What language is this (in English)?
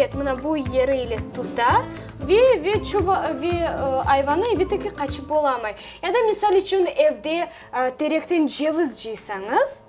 Crimean Tatar